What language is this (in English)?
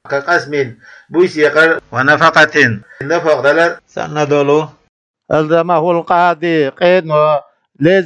Chechen